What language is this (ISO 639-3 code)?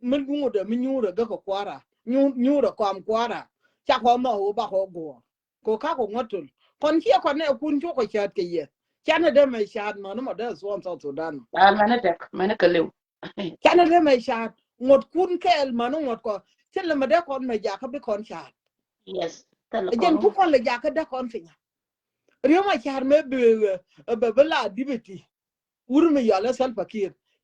nus